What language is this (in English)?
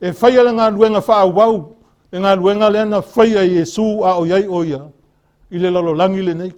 Samoan